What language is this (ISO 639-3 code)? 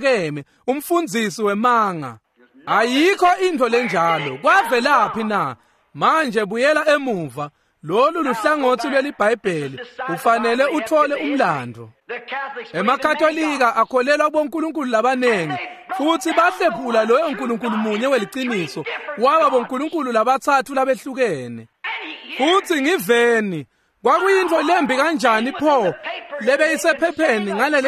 ssw